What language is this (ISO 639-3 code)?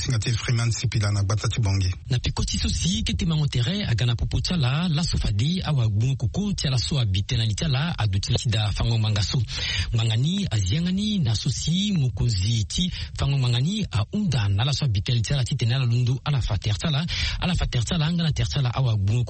sag